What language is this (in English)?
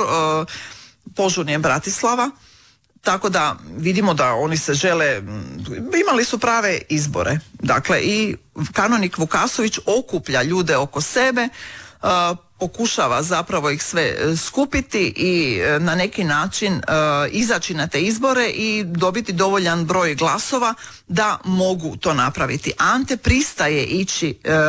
Croatian